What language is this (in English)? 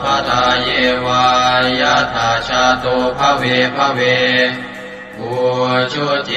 Pali